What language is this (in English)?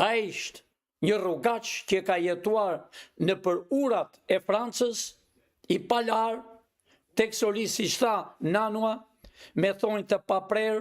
Albanian